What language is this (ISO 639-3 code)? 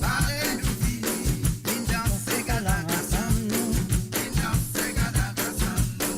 mfe